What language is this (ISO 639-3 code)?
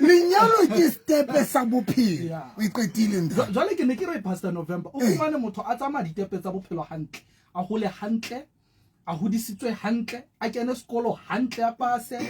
sot